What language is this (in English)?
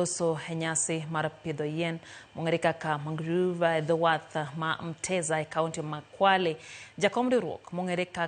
Luo (Kenya and Tanzania)